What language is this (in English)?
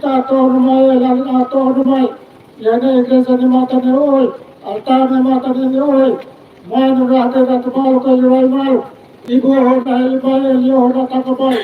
Tetum